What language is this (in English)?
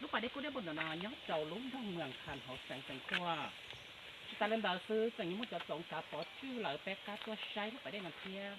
Hmong